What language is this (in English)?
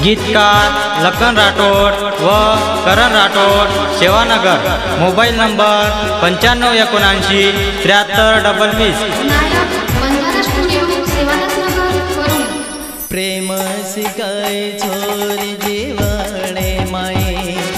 Lambadi